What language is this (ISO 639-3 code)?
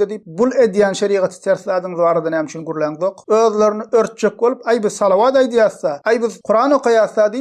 tuk